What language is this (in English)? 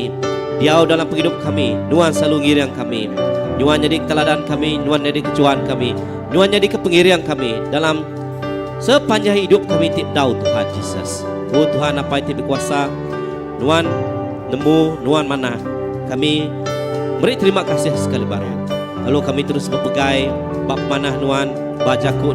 Iban